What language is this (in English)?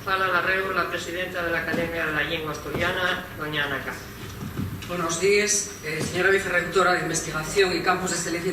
Asturian